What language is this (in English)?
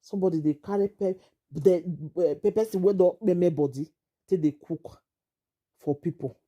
Nigerian Pidgin